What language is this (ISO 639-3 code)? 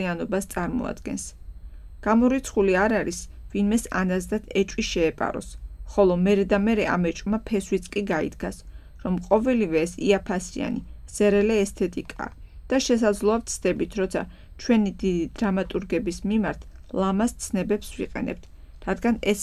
kat